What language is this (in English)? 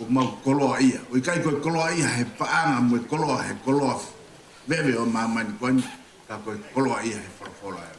Tongan